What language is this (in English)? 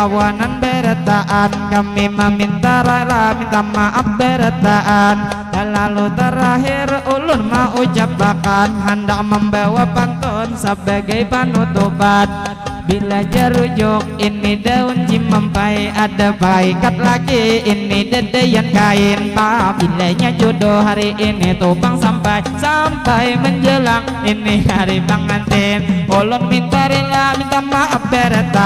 Banjar